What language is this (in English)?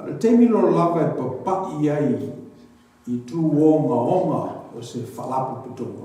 Samoan